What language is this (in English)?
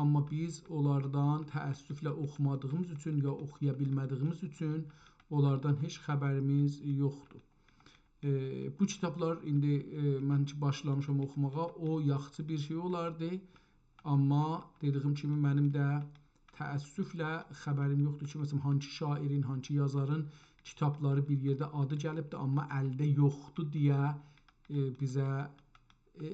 South Azerbaijani